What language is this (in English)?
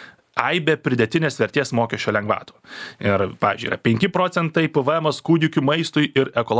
Lithuanian